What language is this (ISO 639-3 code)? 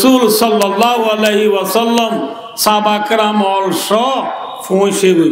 rhg